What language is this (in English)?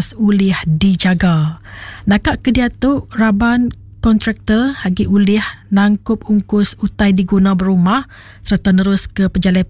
Iban